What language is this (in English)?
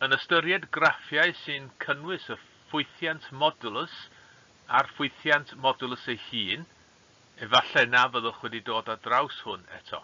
Welsh